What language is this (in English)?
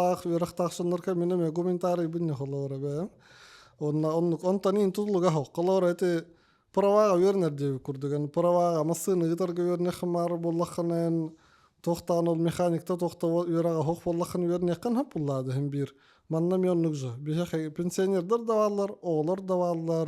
Yakut